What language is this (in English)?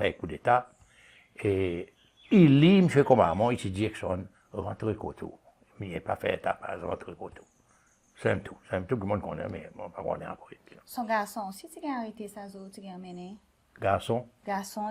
Seselwa Creole French